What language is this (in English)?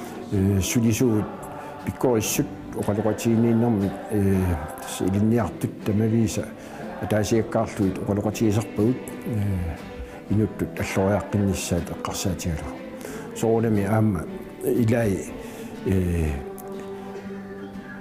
Kalaallisut